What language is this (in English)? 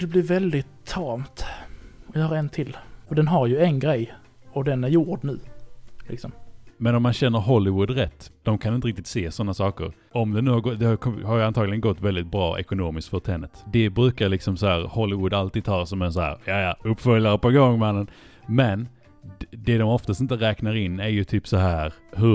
Swedish